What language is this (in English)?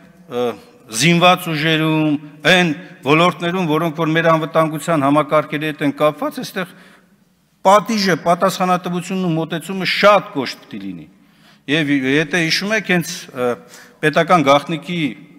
Armenian